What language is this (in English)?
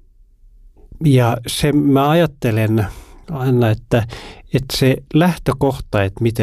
Finnish